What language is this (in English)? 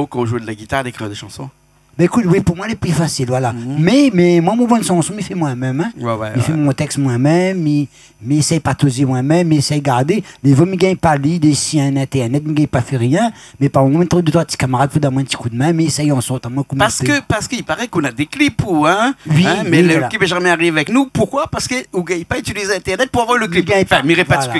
Réunion Creole French